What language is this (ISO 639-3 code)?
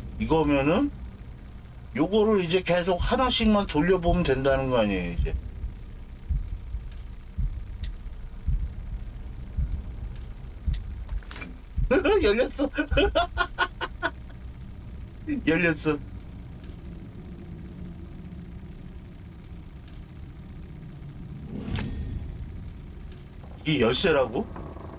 kor